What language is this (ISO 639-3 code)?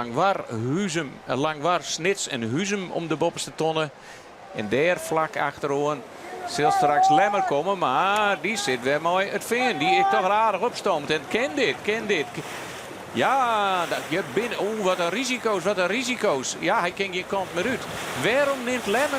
fry